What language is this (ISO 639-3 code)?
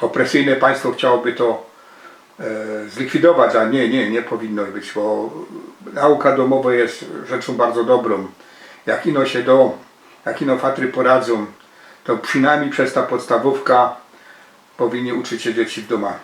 szl